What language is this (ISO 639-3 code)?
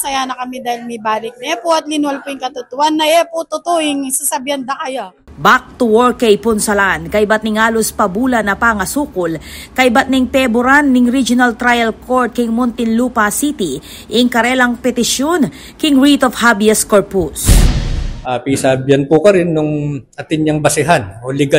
pam